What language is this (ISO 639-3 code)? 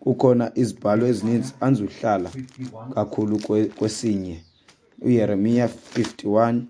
xho